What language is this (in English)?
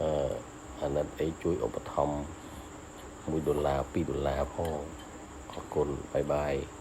Khmer